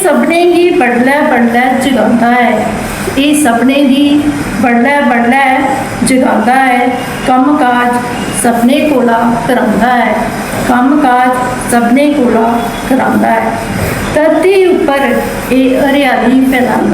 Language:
Dogri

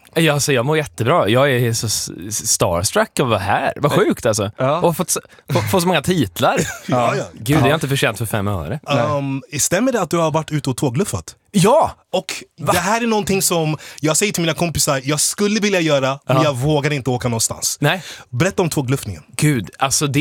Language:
Swedish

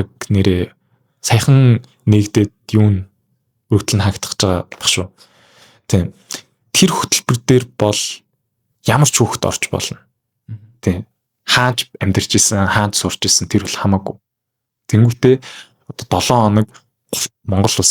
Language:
Mongolian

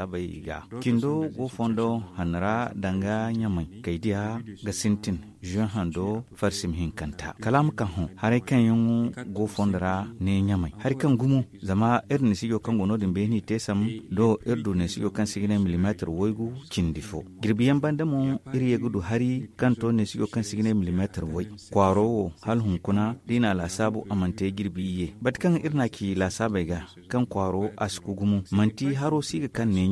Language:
Zarma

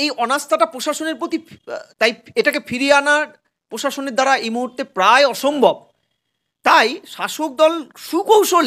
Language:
Bangla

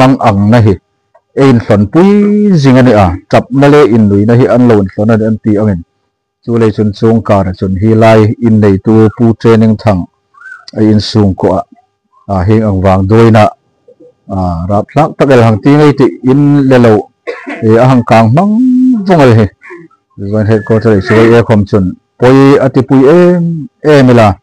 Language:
Hmar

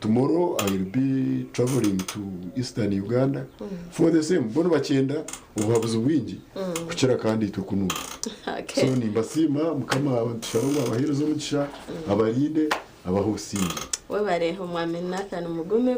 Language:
Nyankole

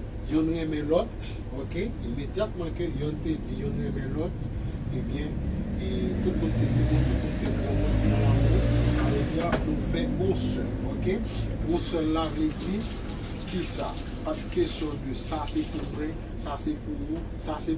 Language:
Haitian Creole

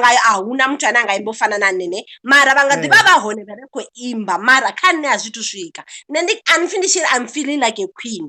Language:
Venda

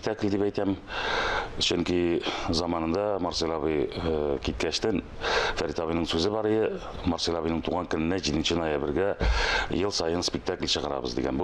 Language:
Tatar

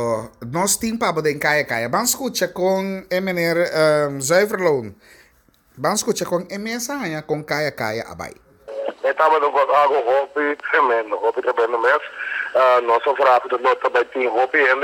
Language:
Papiamento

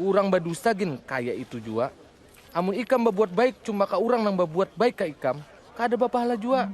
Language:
Banjar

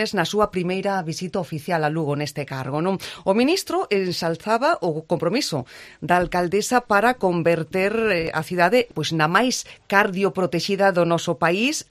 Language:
Galician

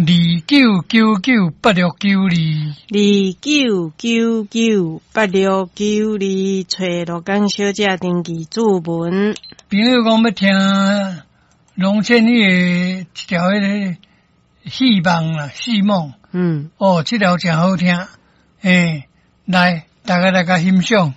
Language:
Min Nan Chinese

